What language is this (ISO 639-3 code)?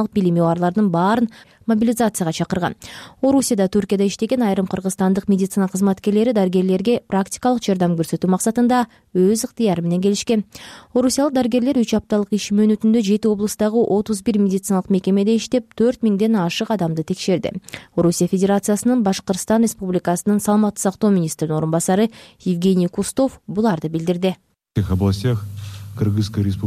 kir